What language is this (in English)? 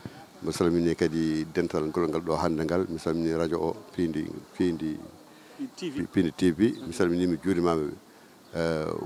Fula